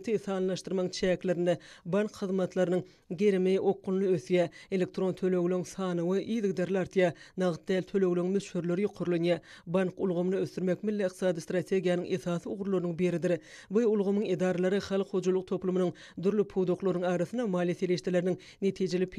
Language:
Turkmen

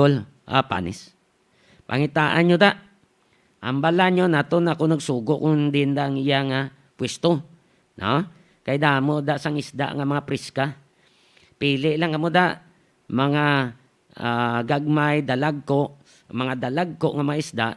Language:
Hiligaynon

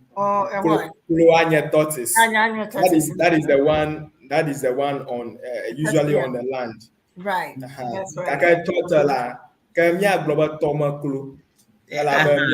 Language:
Ewe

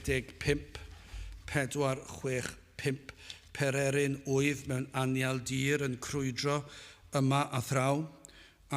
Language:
Welsh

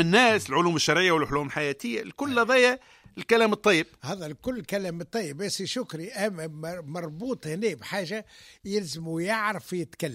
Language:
Tunisian Arabic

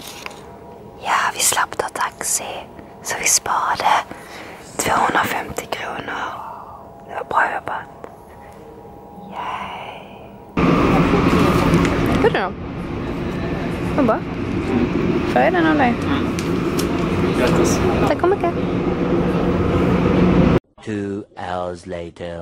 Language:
Swedish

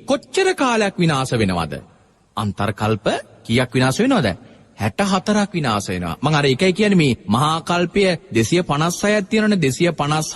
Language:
Sinhala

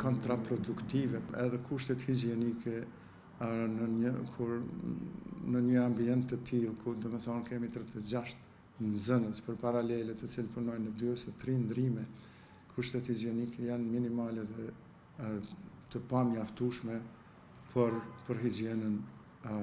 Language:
Albanian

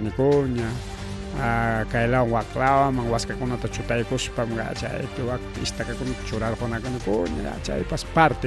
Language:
Ayacucho Quechua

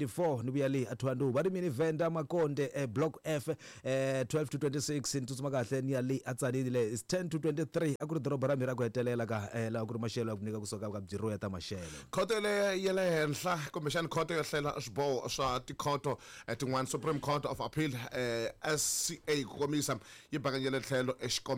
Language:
Tsonga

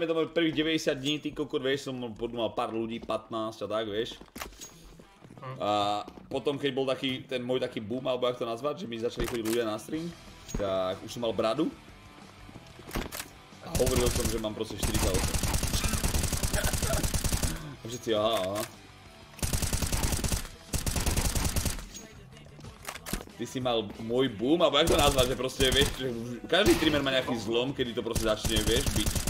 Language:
Slovak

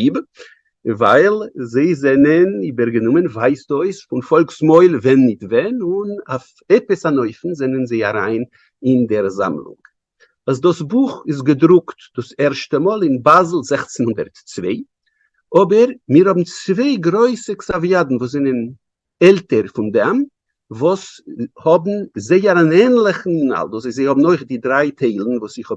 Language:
Yiddish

